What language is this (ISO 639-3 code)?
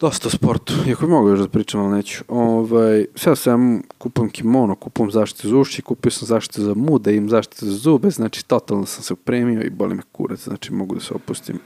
srp